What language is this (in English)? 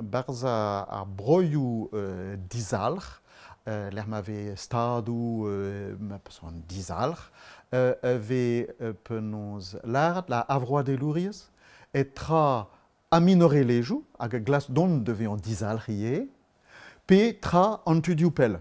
Breton